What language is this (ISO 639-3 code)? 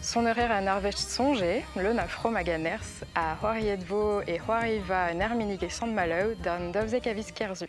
bre